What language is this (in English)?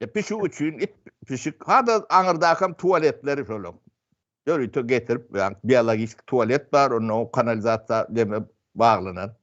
Turkmen